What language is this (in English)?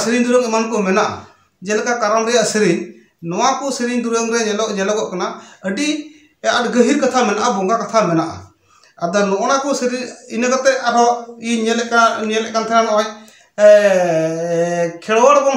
Santali